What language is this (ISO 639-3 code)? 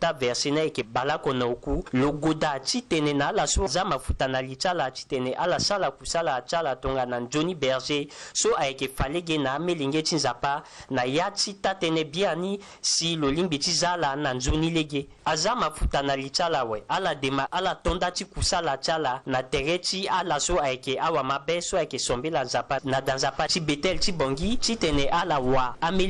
sag